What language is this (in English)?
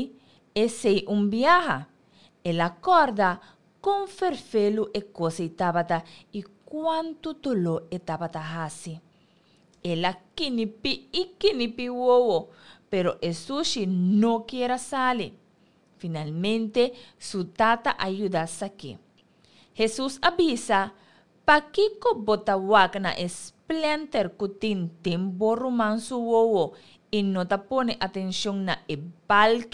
Papiamento